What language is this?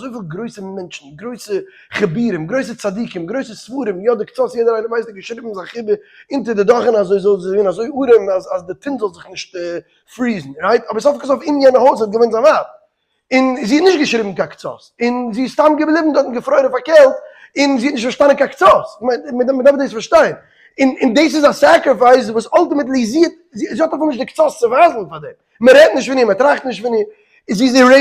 Yiddish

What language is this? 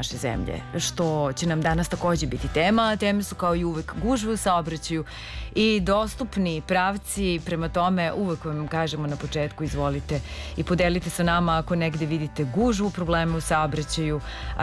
Serbian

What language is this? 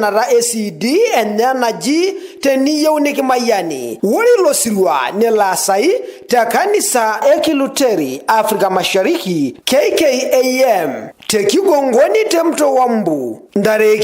Masai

